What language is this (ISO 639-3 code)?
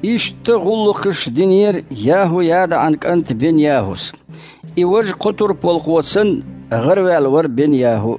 che